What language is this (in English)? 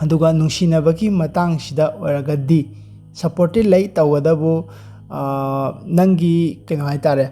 Manipuri